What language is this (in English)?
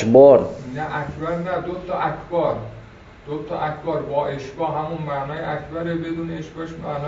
Persian